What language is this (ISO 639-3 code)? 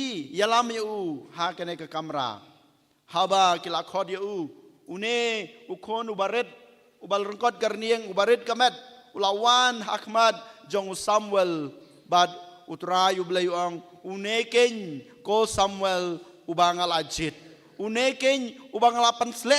kha